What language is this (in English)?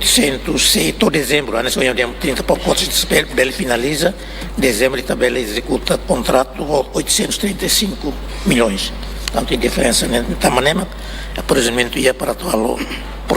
Tetum